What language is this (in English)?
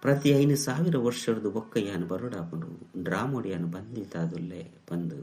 Tulu